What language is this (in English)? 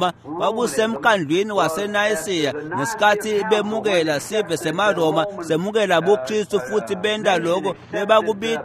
Swati